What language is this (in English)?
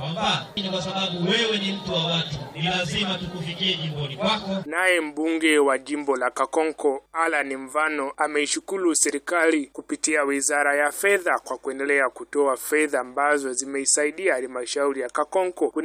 Swahili